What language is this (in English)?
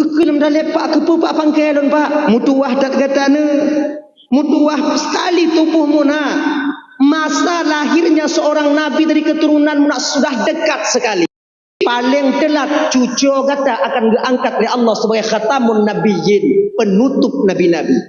Achinese